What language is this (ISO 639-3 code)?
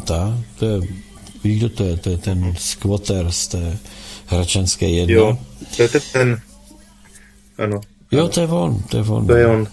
ces